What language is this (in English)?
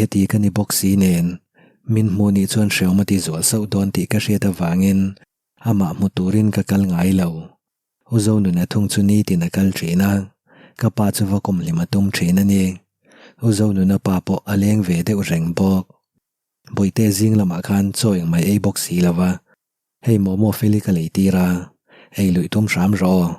Mizo